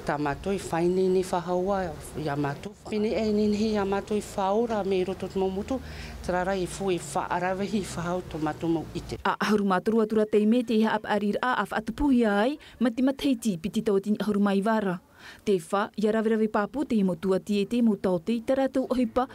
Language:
Tahitian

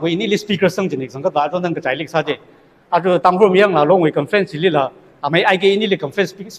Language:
Tangkhul Naga (India)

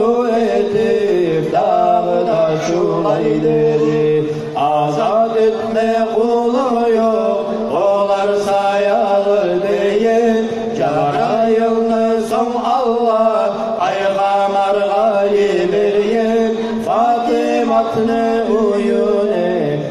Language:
Kumyk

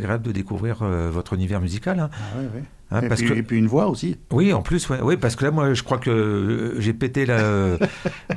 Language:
French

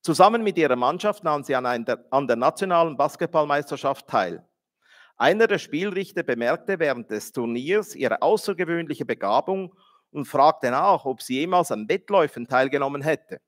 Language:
Swiss German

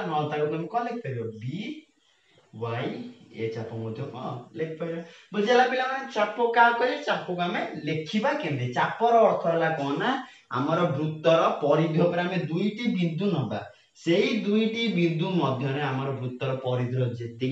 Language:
Odia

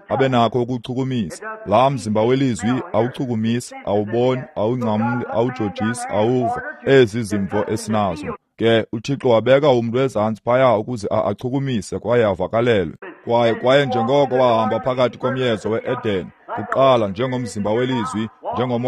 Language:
Xhosa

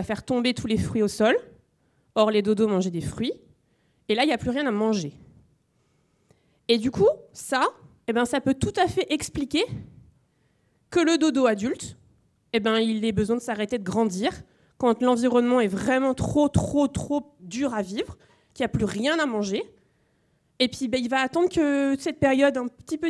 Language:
French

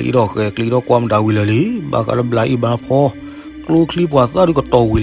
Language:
S'gaw Karen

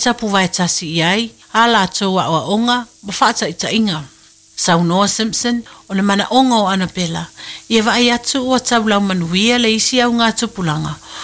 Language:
Samoan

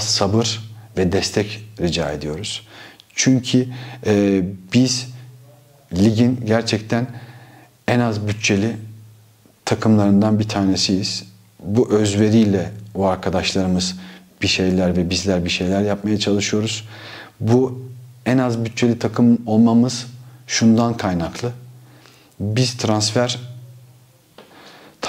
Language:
Turkish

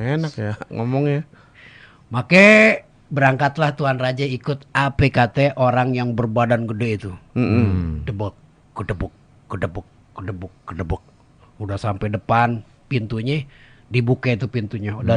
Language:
Betawi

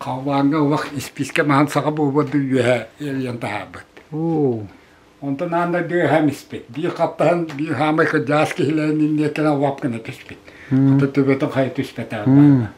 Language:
Yakut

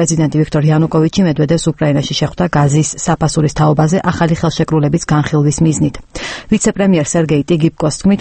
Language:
Georgian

